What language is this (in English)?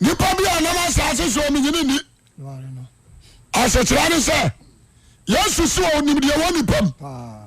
Akan